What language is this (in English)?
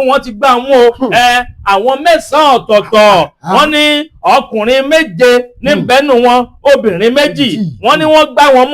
Yoruba